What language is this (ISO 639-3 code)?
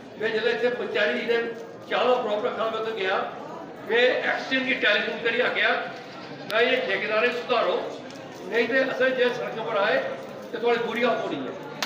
doi